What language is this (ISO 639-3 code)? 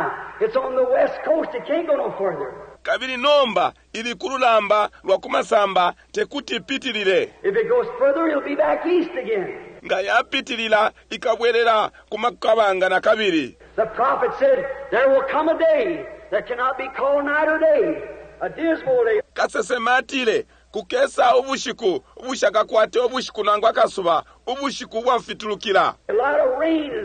bem